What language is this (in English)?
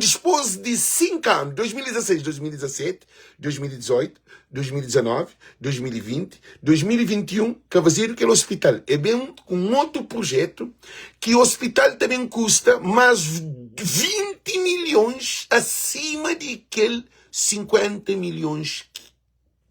Kabuverdianu